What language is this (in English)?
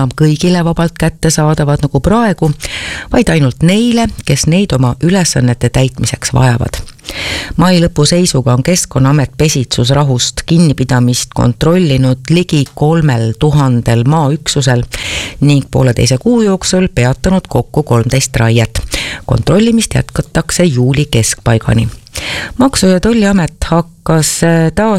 Estonian